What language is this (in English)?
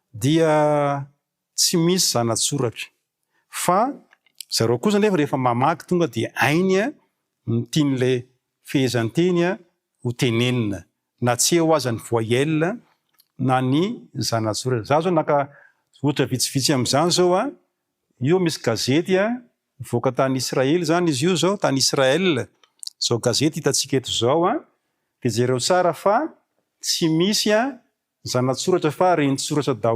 Malagasy